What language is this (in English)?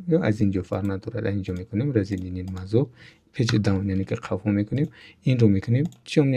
Tajik